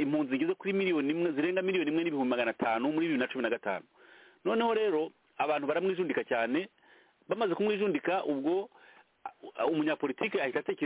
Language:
Kinyarwanda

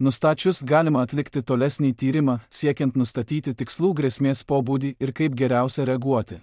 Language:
Lithuanian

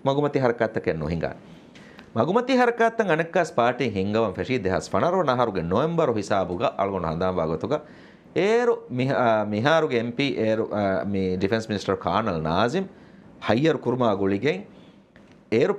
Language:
Divehi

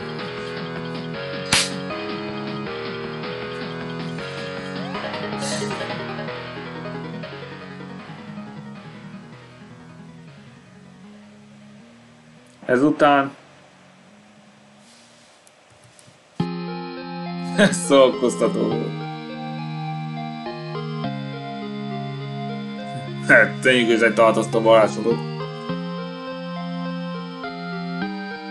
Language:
Hungarian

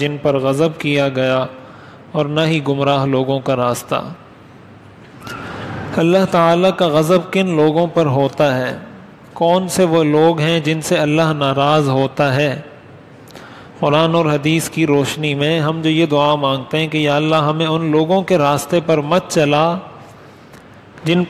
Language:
Urdu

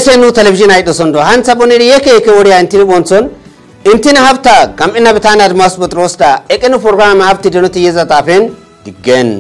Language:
Kafa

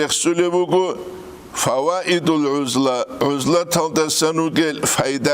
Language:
Avaric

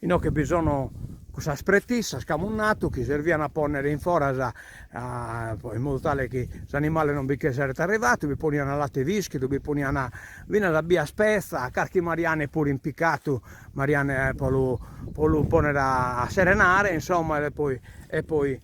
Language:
Sardinian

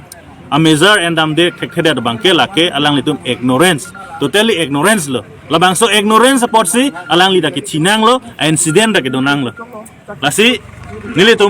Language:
Karbi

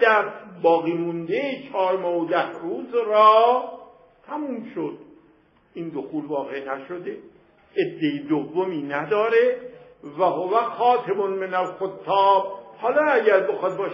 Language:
Persian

